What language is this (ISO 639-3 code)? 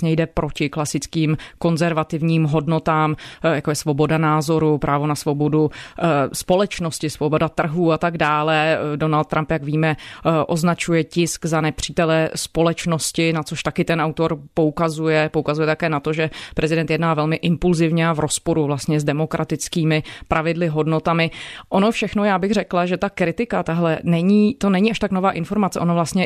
ces